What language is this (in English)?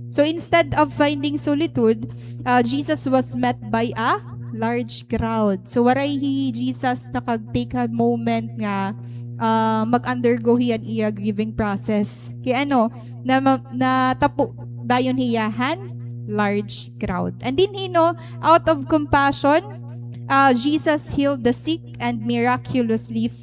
Waray